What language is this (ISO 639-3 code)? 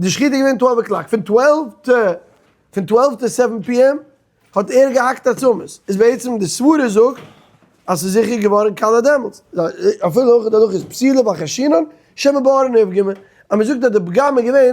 yid